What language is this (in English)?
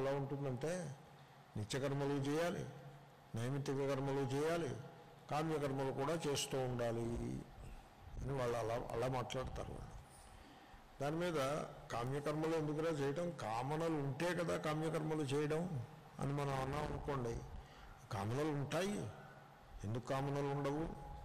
Telugu